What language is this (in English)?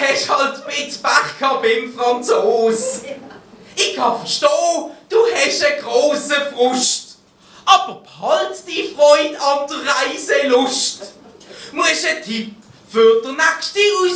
Swiss German